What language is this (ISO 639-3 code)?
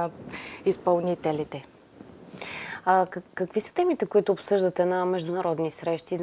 bul